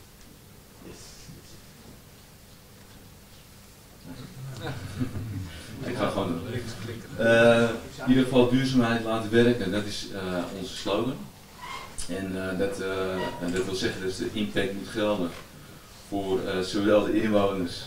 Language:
Dutch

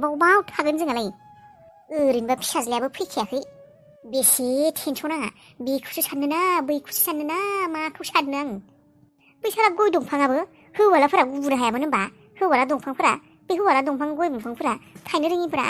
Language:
Bodo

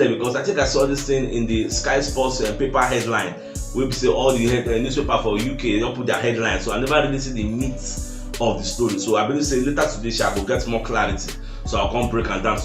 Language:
Nigerian Pidgin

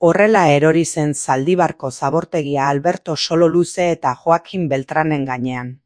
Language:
Basque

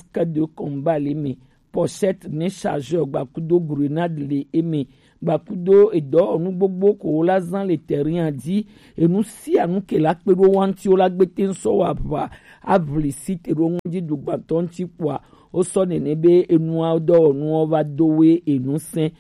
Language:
Gen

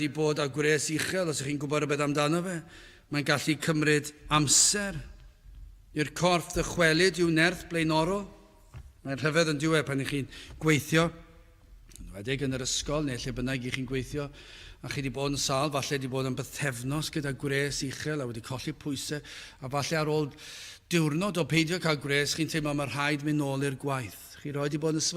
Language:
Welsh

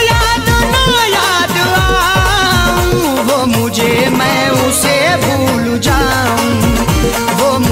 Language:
Hindi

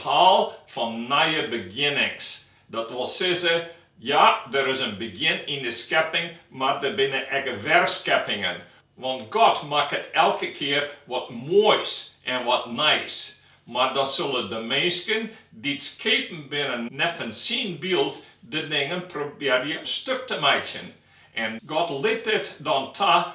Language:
Western Frisian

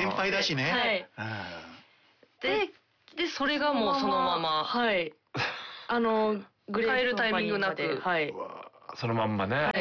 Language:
Japanese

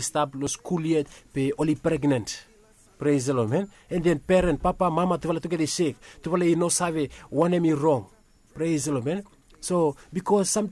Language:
Bislama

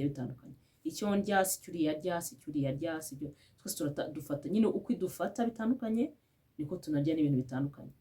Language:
Kinyarwanda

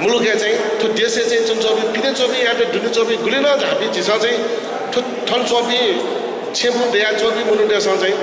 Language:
Newari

